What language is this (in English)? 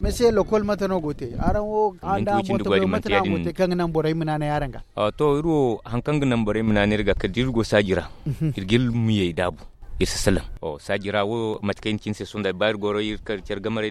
Zarma